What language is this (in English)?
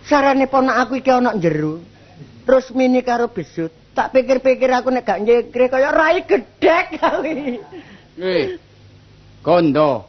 Javanese